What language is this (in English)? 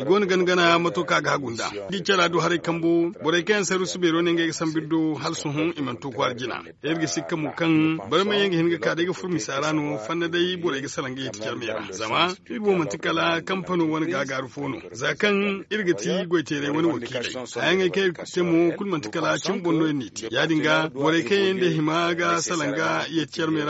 Zarma